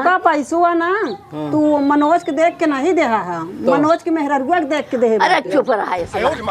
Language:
Awadhi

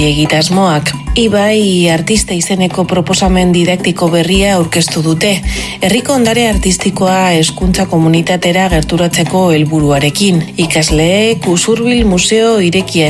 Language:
Basque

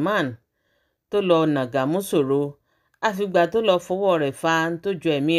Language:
Yoruba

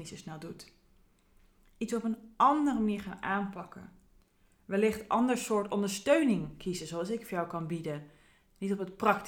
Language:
Dutch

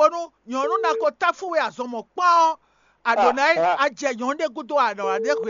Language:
Fon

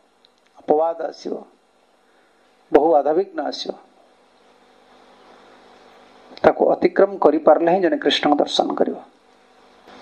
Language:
Odia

